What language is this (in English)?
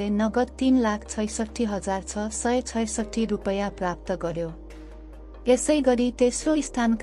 Nepali